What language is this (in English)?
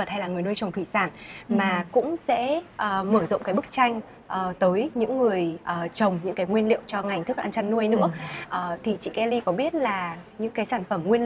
Vietnamese